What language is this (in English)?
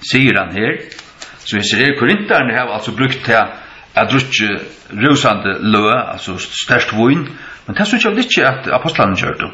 Faroese